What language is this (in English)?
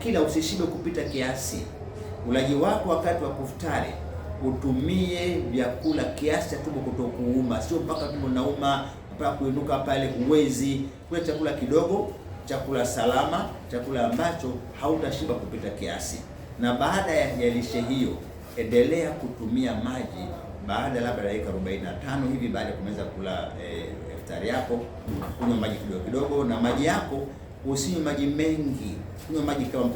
Swahili